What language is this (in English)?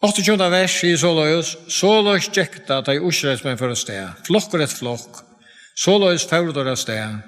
Faroese